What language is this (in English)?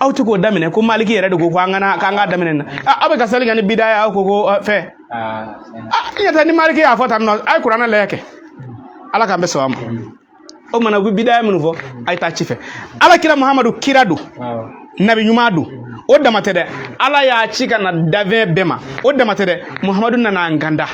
Bambara